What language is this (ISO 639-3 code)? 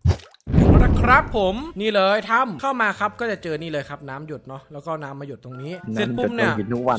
tha